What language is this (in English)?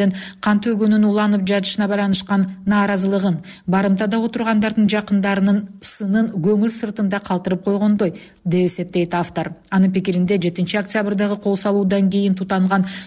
Kyrgyz